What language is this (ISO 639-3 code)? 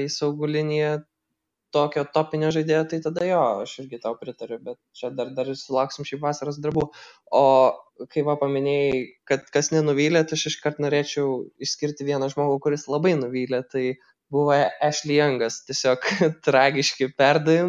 lit